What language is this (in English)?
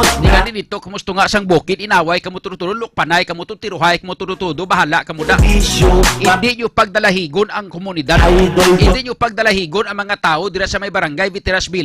Hiligaynon